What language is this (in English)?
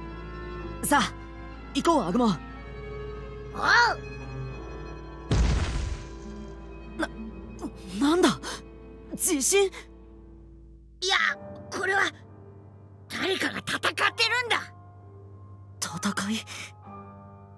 Japanese